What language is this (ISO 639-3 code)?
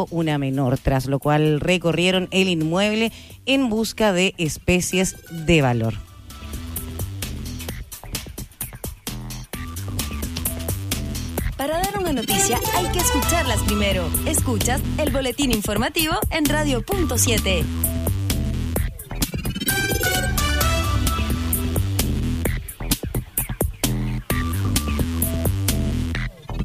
spa